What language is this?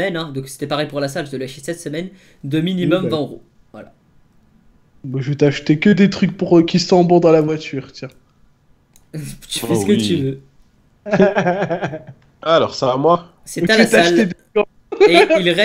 French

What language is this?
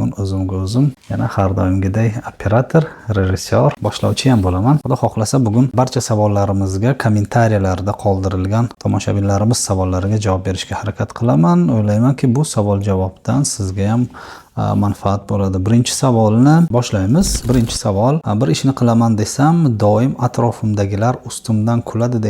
Uzbek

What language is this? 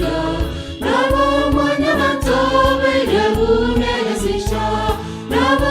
Gusii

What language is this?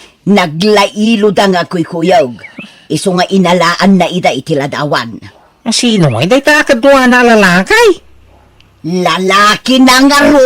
Iloko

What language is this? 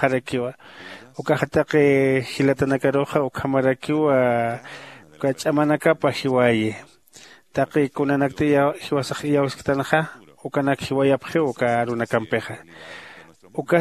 Aymara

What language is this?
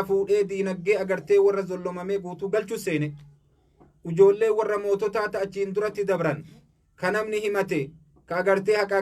Oromo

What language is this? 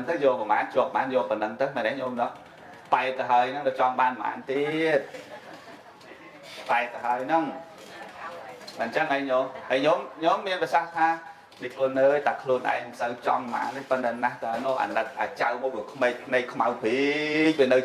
Khmer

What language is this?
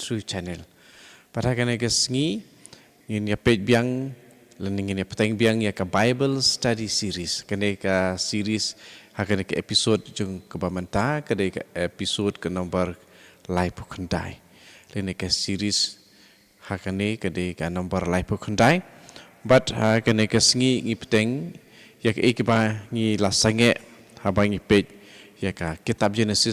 Khasi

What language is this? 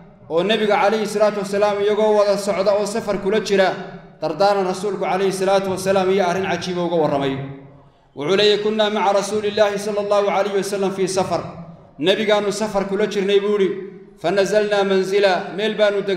Somali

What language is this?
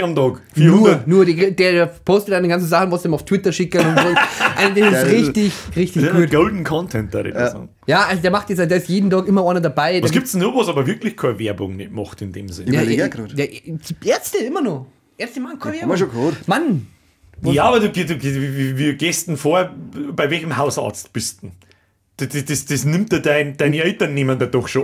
Bavarian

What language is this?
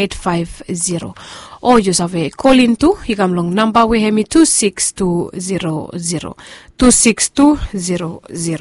Bislama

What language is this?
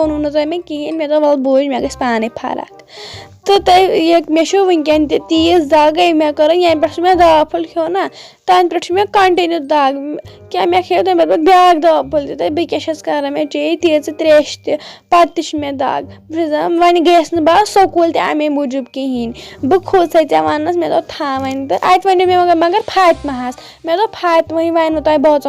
Kashmiri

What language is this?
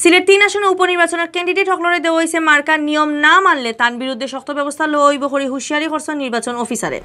Sylheti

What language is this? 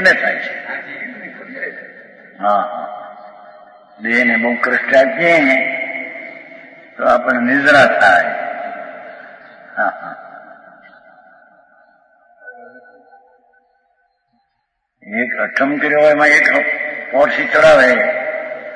Gujarati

